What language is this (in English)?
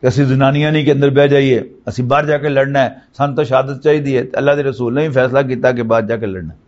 Western Panjabi